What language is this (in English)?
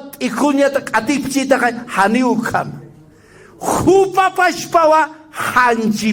Aymara